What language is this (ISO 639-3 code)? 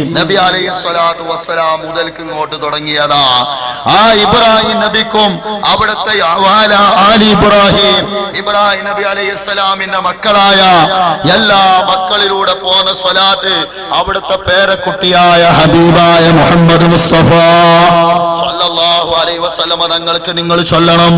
mal